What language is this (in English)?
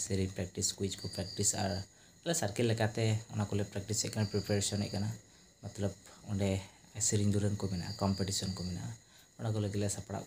Santali